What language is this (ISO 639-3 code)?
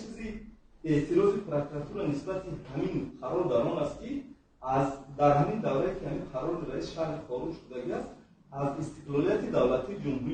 tgk